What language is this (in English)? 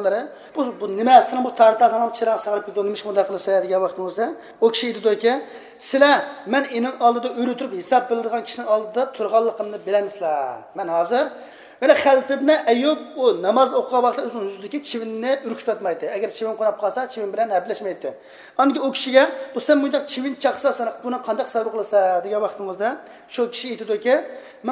Uyghur